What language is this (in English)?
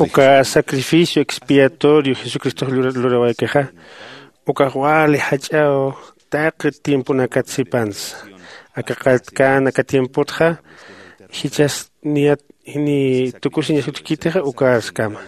Aymara